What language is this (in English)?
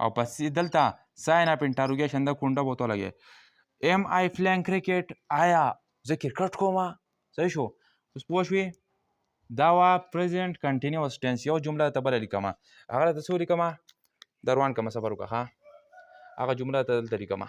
Pashto